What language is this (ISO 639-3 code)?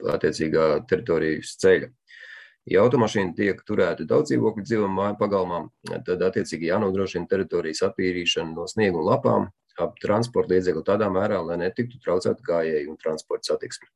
lav